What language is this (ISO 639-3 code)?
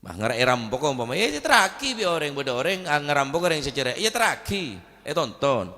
mad